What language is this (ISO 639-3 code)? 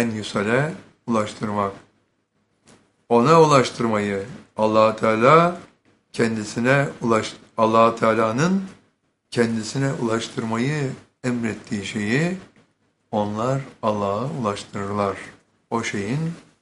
tur